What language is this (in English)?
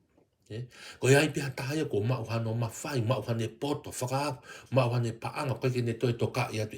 Tongan